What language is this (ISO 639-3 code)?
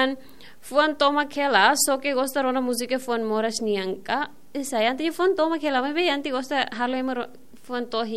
tet